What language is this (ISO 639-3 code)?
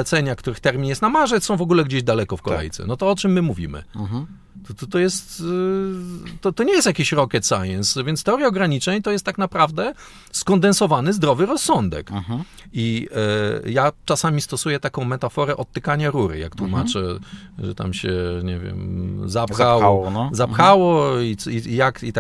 pol